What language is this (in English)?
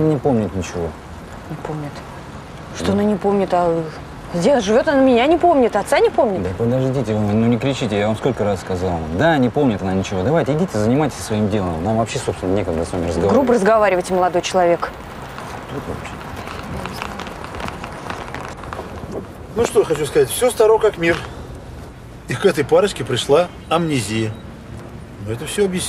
Russian